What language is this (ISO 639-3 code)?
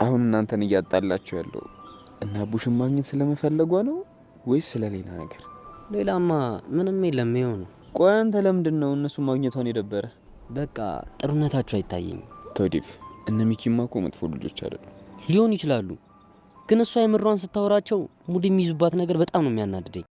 amh